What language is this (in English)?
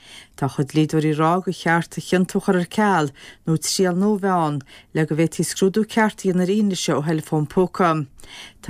Irish